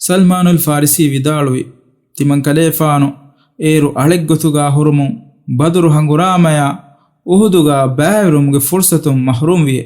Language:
Divehi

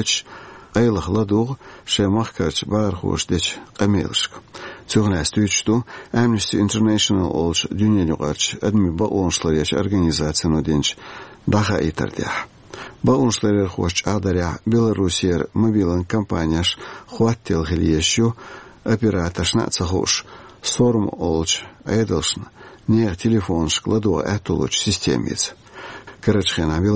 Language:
Chechen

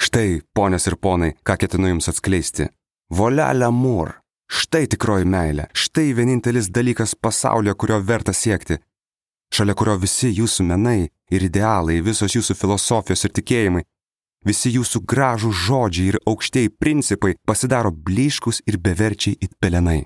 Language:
Lithuanian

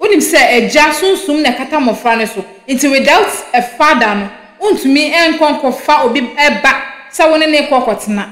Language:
Akan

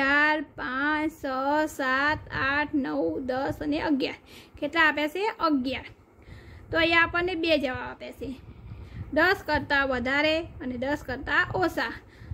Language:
Gujarati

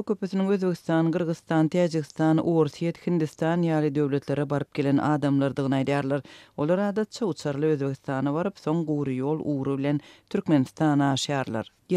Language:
Turkmen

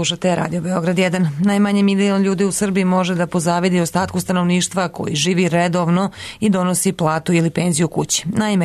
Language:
Serbian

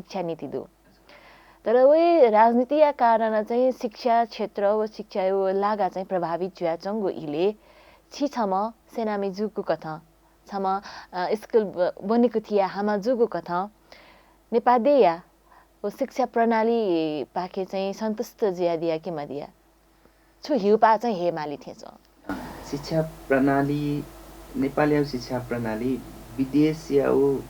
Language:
Newari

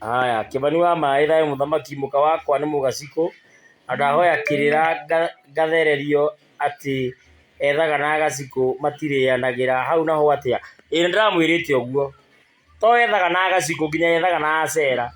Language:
Kikuyu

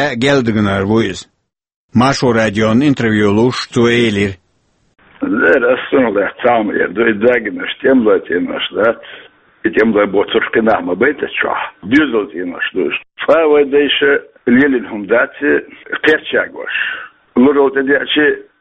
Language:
Chechen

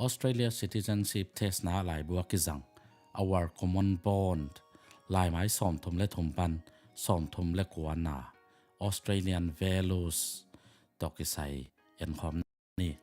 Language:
Tedim Chin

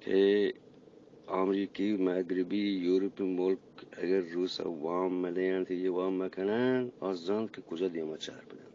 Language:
Eastern Balochi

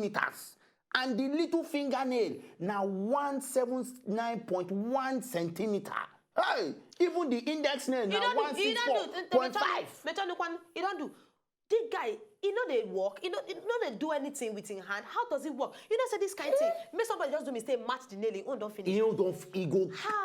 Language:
Nigerian Pidgin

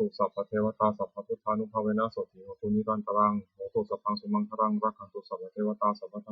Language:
Pali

